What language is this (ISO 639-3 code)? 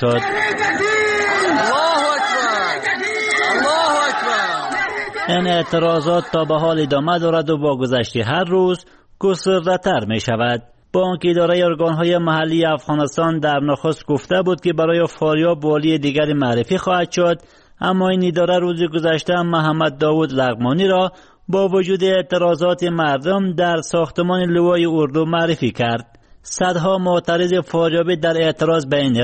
fas